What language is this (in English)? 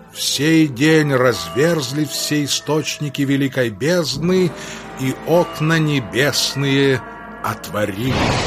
Russian